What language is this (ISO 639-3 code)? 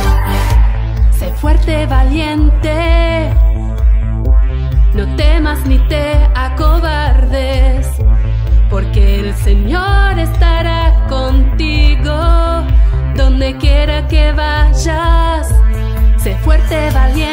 spa